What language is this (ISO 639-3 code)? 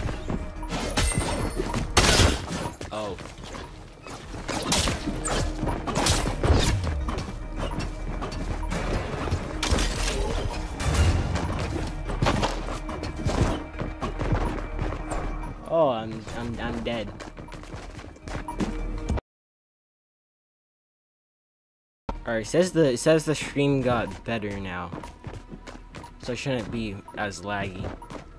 eng